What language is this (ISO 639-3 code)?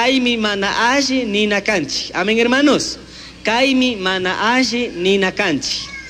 qug